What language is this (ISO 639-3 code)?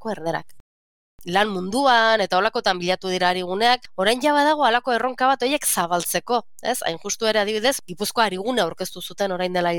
eus